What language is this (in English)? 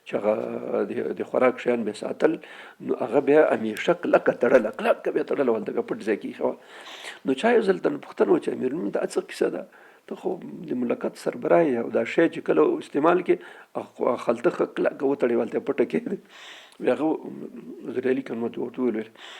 Pashto